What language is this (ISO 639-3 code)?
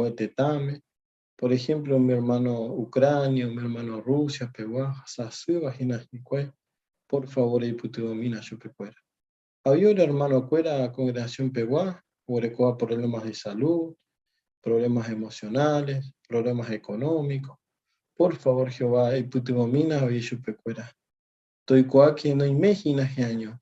grn